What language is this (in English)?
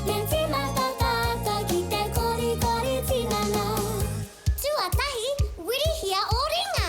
Māori